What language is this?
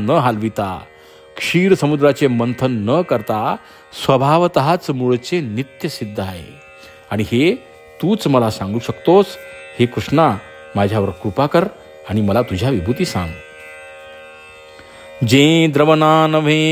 Marathi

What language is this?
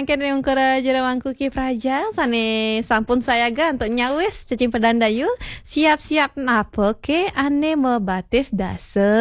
Balinese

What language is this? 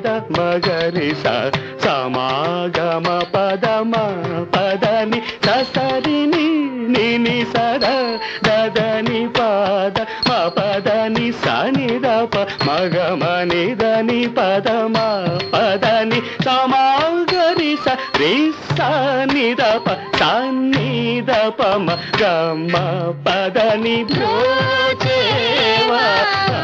Telugu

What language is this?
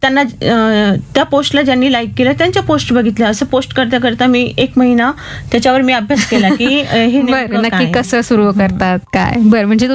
Marathi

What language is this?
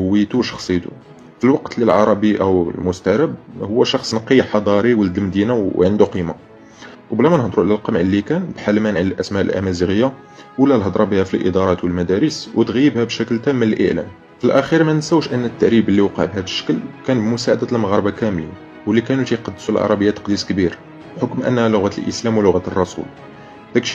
Moroccan Arabic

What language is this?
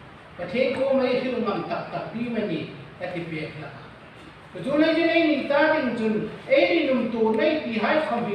Hmar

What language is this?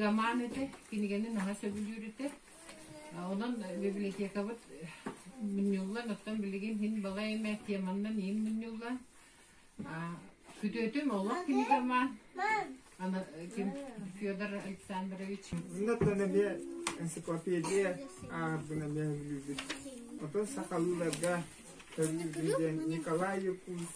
Yakut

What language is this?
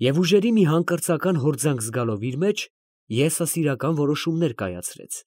Armenian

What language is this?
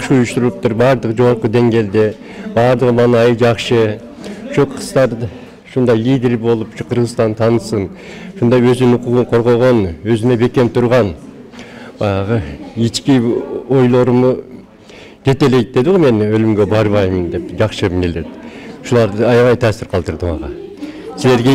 Kyrgyz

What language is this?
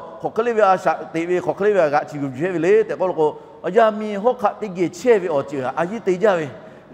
Lahu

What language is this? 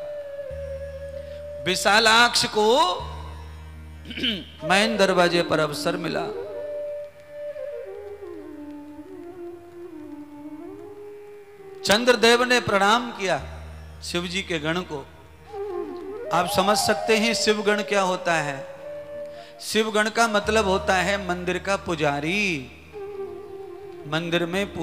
Hindi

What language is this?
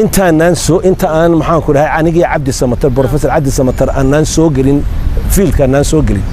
Somali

